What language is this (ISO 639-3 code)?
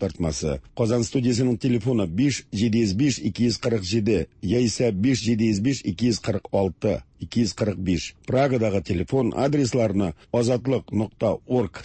tat